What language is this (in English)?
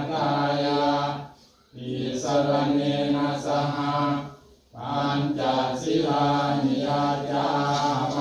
Pali